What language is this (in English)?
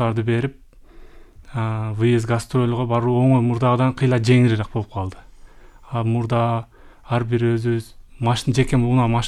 Kyrgyz